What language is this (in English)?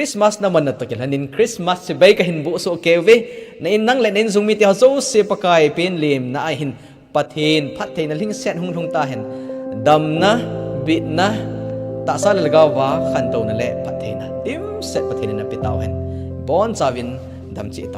Thado Chin